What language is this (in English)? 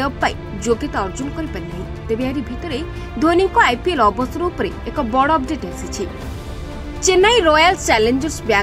Odia